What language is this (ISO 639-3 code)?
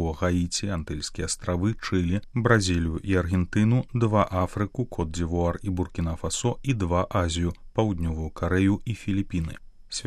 bel